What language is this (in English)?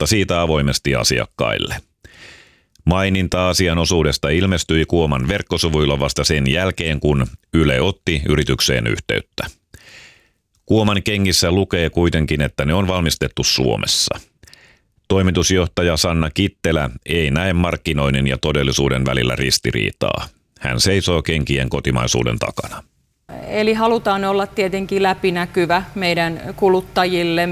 Finnish